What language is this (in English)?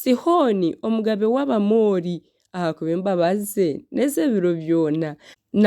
Nyankole